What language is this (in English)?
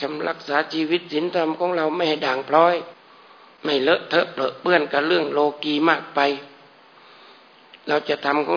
Thai